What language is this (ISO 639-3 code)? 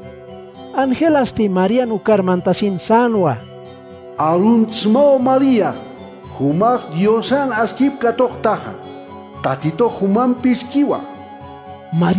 aym